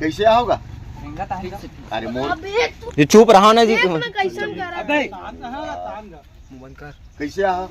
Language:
Chhattisgarhi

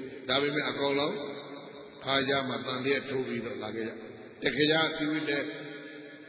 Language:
Burmese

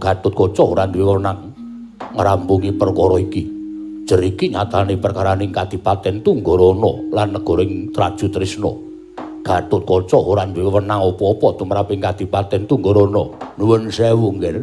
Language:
Javanese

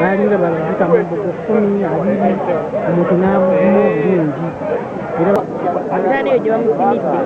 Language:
Ganda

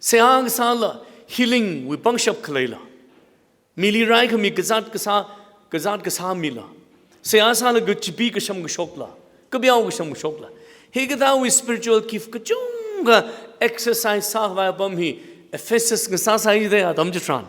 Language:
Tangkhul Naga (India)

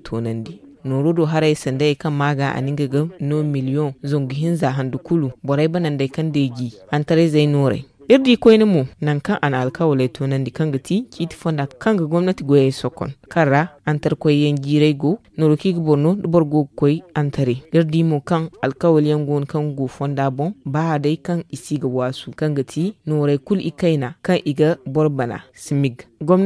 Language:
Zarma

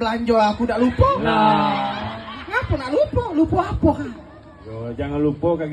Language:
Musi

